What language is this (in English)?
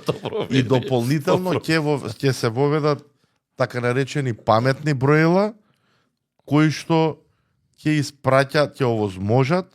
Macedonian